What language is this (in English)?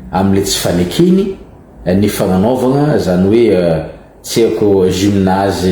Malagasy